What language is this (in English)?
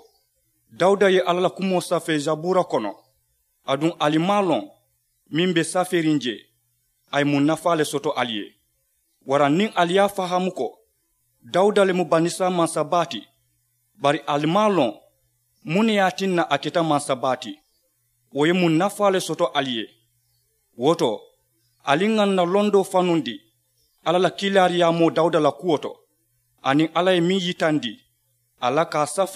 Mandingo